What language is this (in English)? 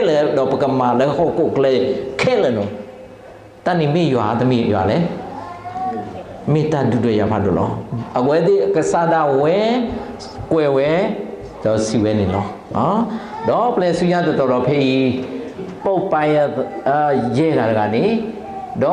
S'gaw Karen